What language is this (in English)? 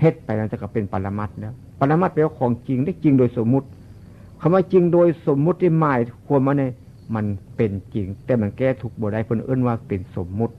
Northeastern Thai